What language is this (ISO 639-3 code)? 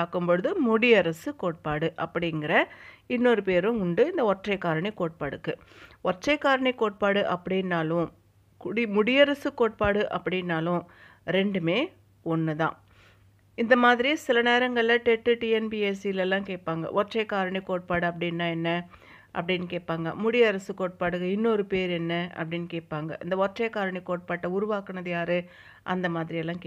tam